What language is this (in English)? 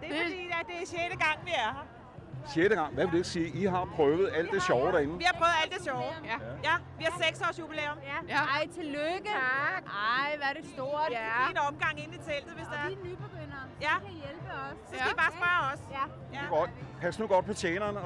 Danish